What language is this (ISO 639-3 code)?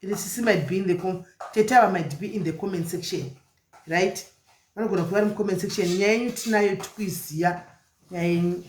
sna